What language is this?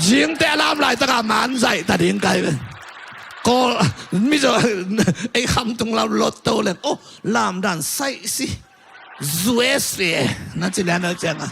Tedim Chin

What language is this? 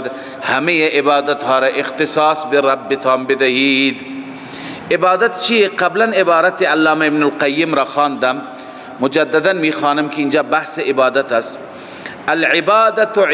Persian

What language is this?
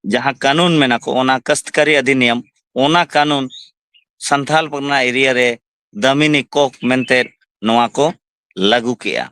Santali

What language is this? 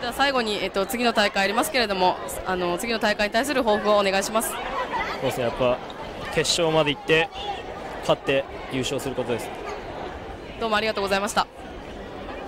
Japanese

